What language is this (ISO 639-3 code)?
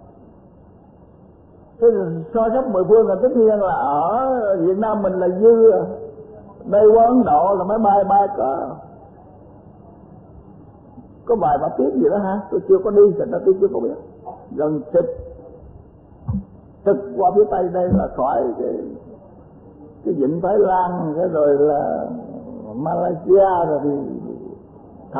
vie